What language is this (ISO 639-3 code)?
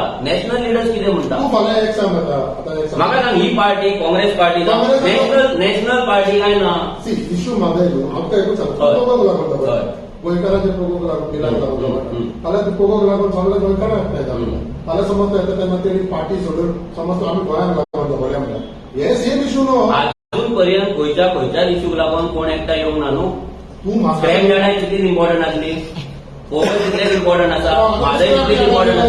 kok